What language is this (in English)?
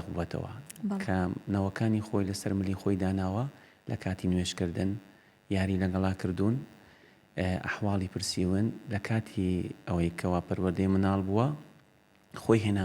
Central Kurdish